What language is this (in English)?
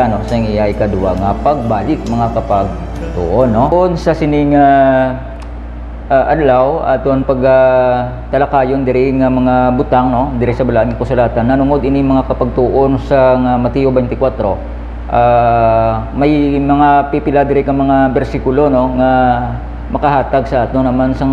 Hiligaynon